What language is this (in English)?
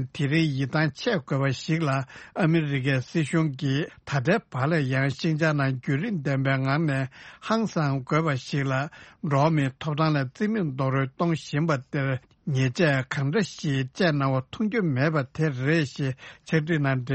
Tibetan